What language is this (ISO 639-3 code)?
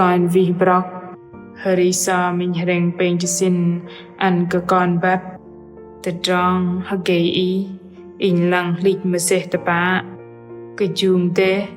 bdq